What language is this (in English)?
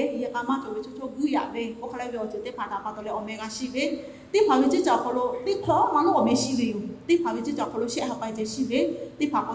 Lahu